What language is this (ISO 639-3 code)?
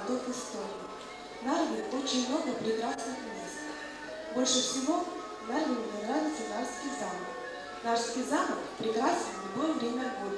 rus